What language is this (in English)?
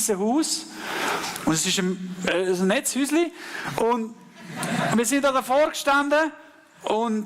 Swiss German